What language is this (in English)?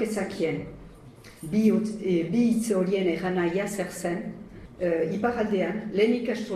Basque